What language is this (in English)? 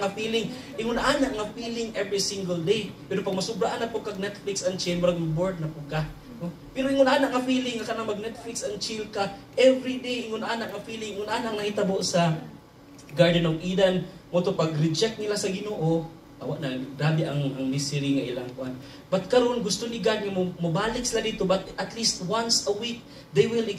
Cebuano